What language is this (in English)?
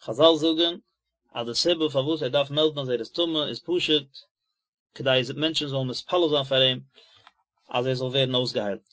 Yiddish